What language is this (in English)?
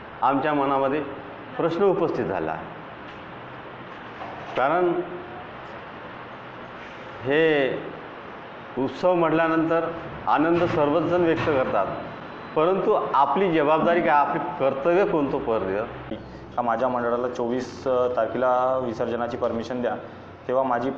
Marathi